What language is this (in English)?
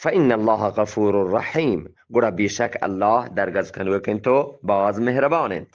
Eastern Balochi